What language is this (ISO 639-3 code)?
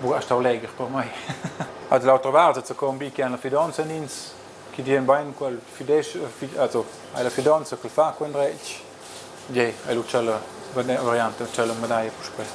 roh